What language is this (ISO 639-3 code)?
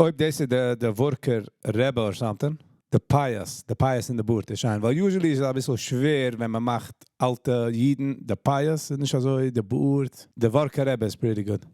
yid